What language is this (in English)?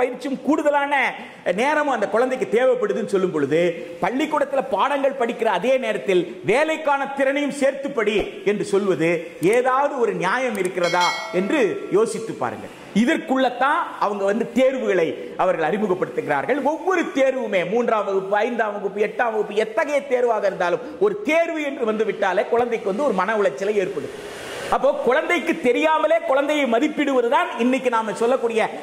Tamil